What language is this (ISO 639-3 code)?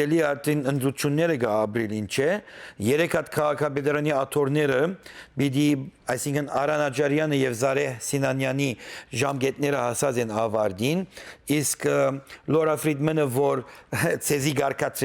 hyw